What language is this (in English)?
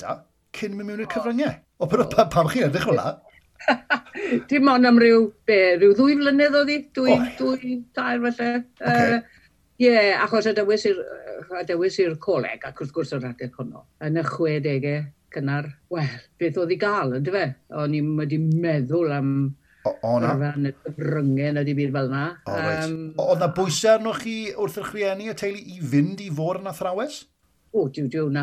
Welsh